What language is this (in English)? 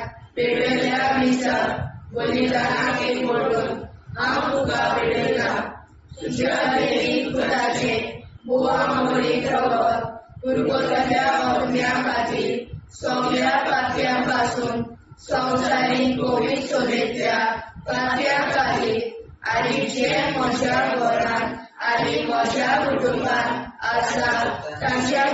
Konkani